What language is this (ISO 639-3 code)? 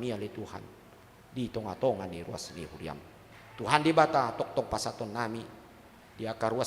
bbc